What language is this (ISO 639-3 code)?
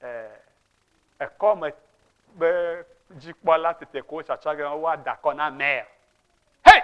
ewe